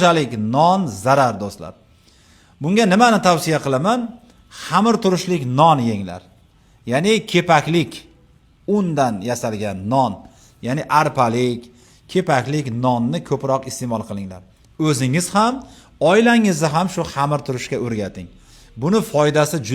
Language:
Uzbek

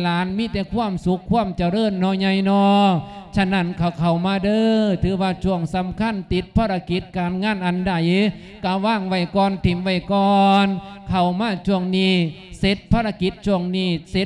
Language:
Lao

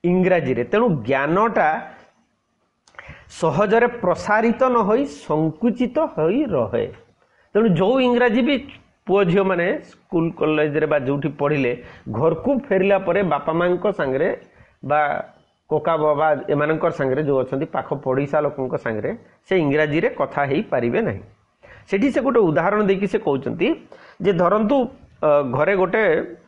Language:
Odia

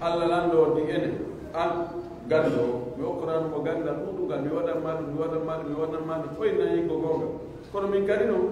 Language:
Pular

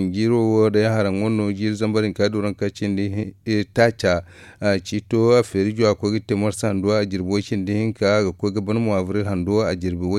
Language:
Zarma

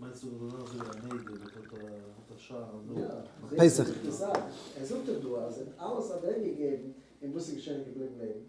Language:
Yiddish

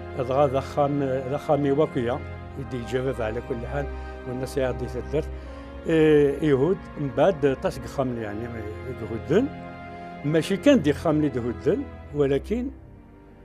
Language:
Kabyle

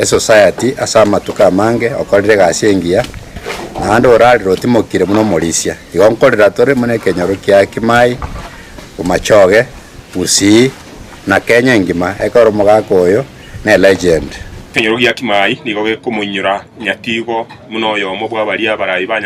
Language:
Gusii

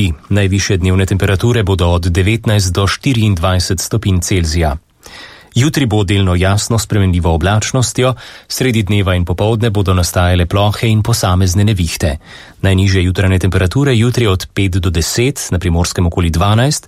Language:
Slovenian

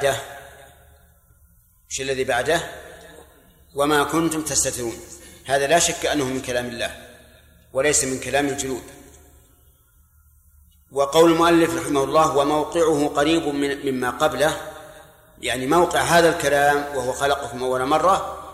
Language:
Arabic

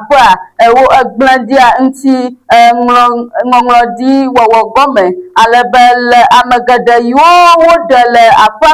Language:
Ewe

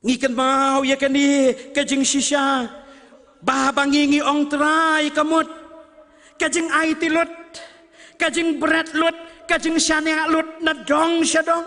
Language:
Khasi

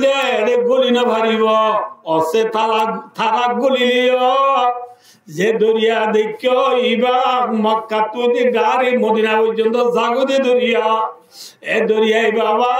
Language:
Rohingya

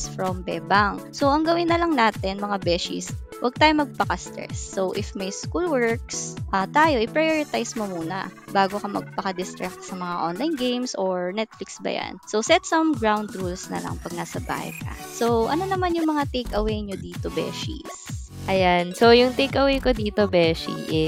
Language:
Filipino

